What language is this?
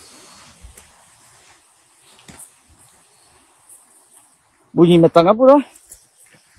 Malay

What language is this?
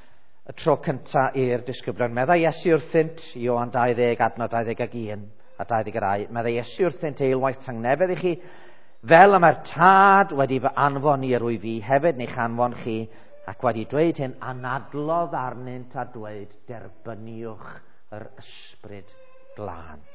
Welsh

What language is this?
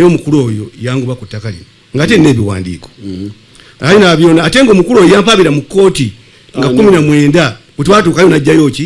Ganda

